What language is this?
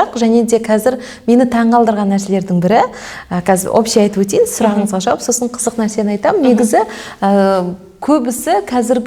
Kazakh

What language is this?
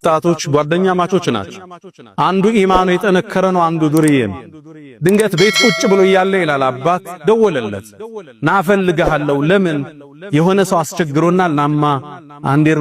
Amharic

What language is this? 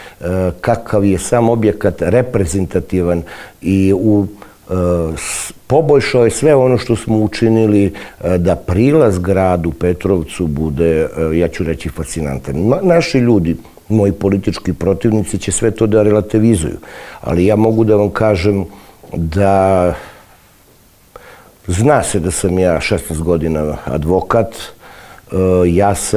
Serbian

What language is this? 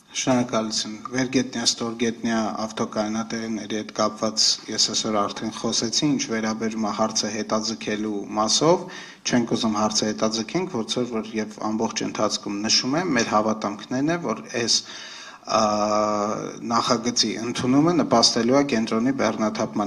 Armenian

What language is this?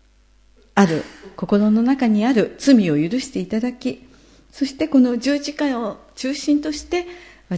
Japanese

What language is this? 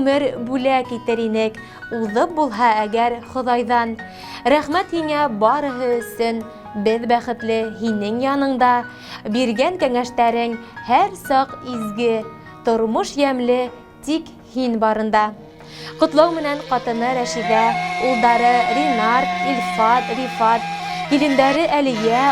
Bashkir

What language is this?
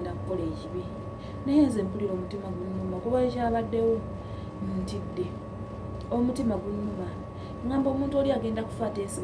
Ganda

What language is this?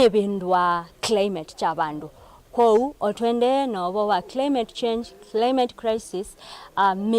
Kamba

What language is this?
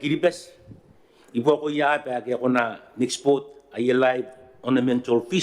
Gilbertese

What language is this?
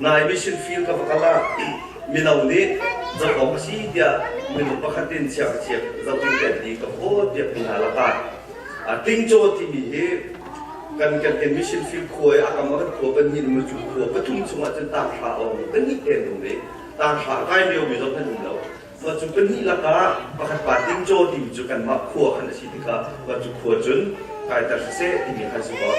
Hakha Chin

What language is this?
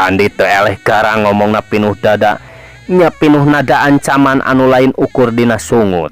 Sundanese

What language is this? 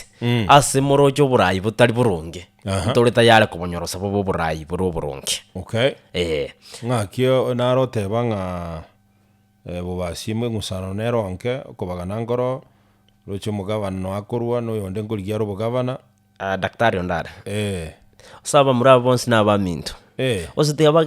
Gusii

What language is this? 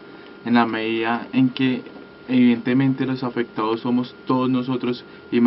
Spanish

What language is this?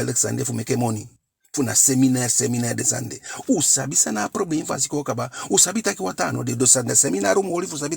Eastern Maroon Creole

